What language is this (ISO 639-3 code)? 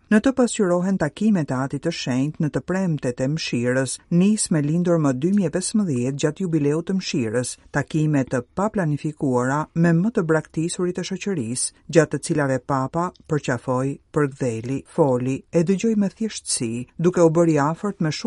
sqi